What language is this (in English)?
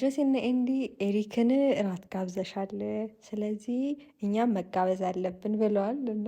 Amharic